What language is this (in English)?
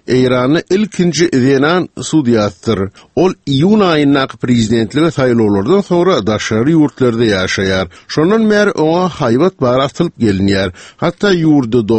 Turkmen